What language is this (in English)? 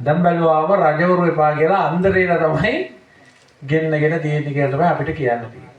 Sinhala